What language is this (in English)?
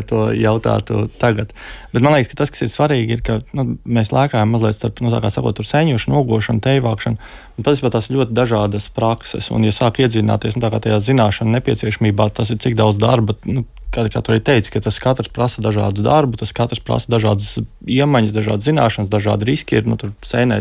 Latvian